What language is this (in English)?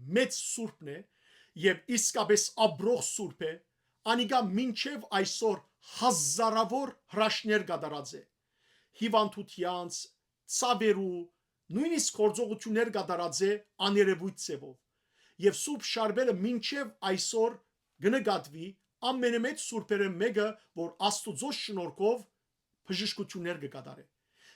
Western Armenian